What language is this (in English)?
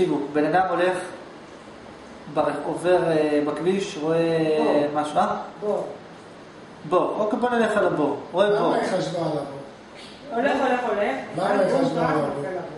Hebrew